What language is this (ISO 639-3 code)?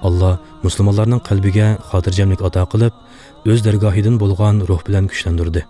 uig